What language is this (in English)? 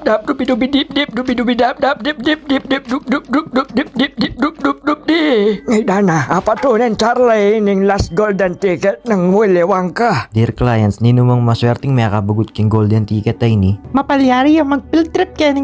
Pampanga